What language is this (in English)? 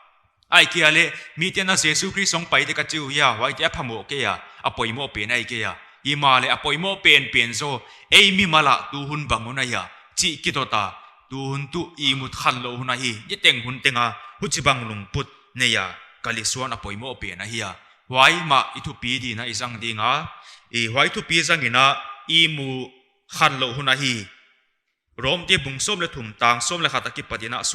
Paite Chin